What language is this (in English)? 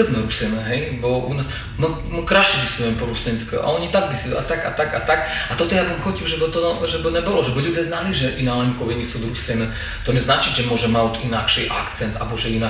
Rusyn